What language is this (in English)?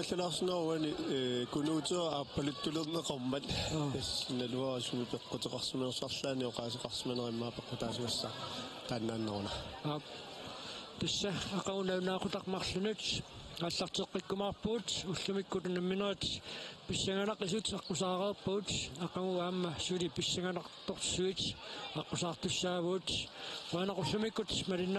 Kalaallisut